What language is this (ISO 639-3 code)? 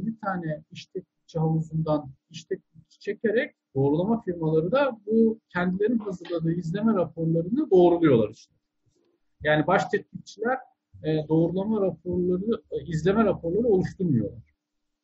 tur